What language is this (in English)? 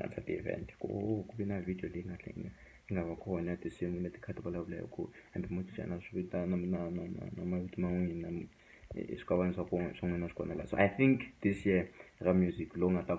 Tsonga